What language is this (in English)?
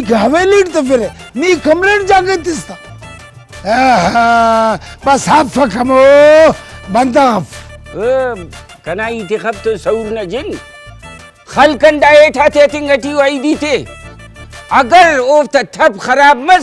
Brahui